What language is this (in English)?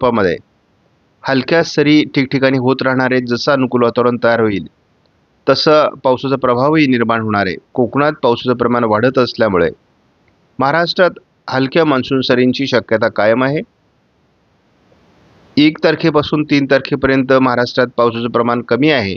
Marathi